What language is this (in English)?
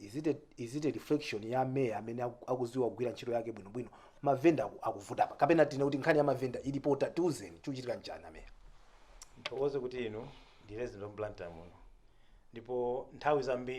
Nyanja